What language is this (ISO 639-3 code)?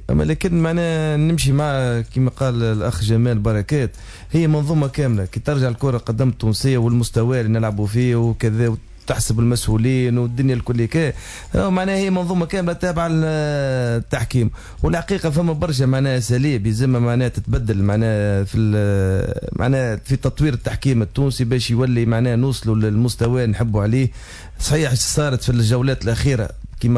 aeb